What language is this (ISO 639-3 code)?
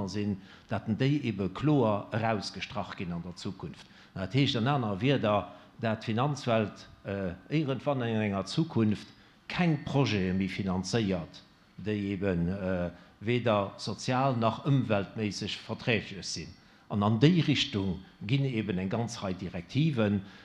ltz